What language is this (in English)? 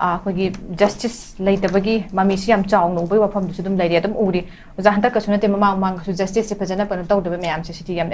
Manipuri